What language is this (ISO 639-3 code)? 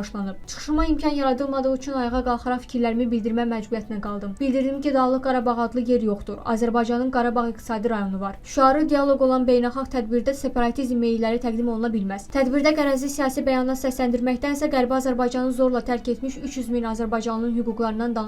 aze